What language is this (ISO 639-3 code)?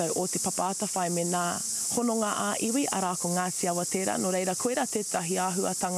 mri